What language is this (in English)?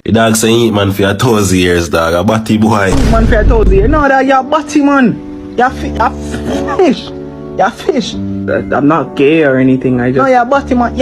Jamaican Creole English